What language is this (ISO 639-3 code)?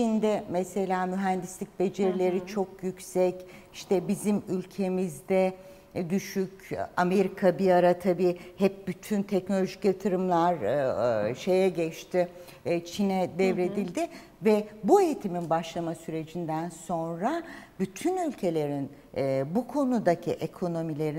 tur